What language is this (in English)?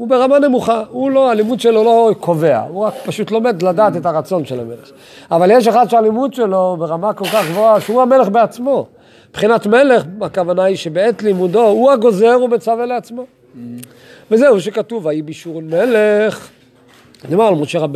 Hebrew